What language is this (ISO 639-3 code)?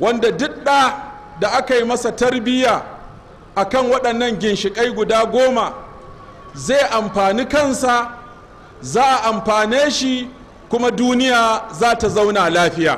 hau